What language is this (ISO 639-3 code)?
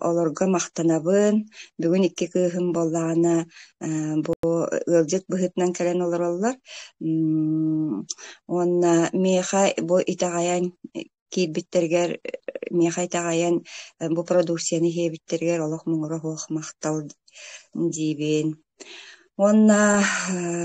sah